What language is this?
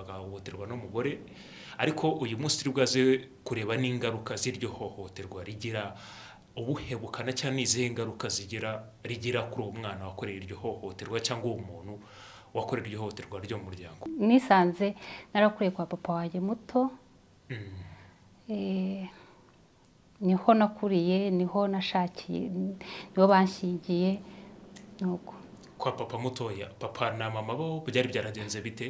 Kinyarwanda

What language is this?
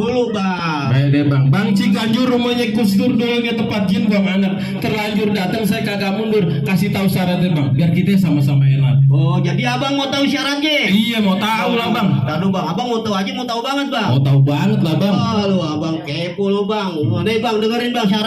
Betawi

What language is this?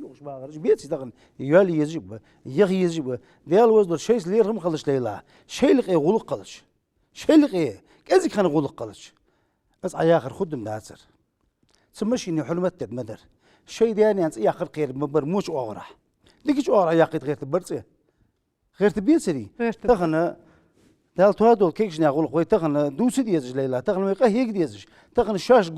Ingush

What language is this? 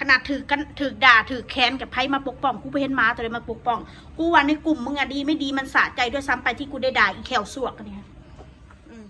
Northeastern Thai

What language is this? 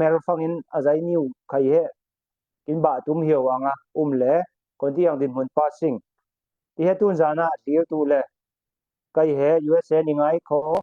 Falam Chin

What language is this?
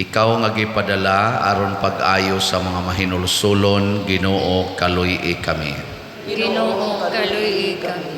Cebuano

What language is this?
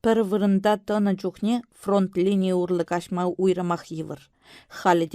Chuvash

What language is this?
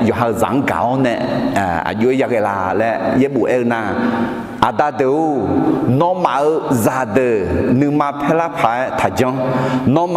Akha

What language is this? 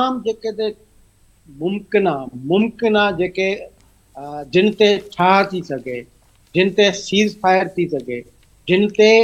Sindhi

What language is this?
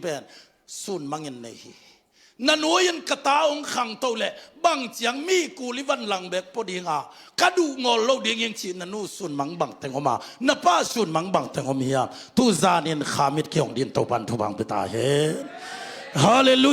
Tedim Chin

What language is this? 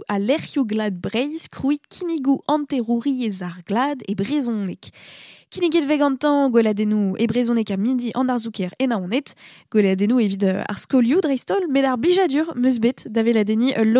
Breton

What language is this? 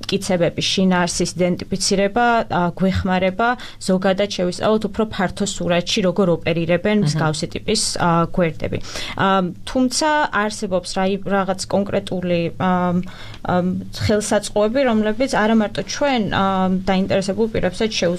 Georgian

